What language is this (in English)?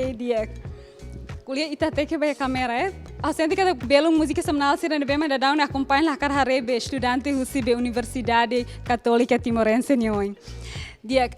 Tetum